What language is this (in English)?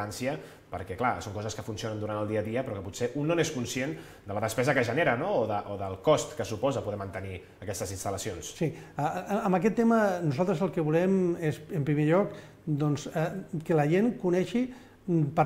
Catalan